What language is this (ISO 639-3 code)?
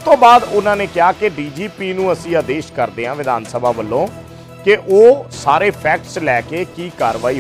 pan